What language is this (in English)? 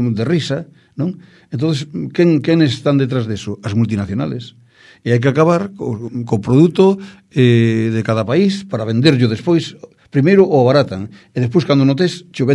Galician